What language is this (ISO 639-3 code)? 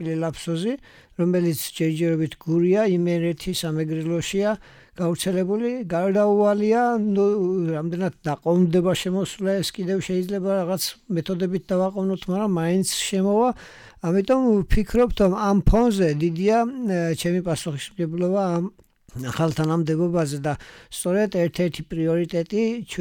kat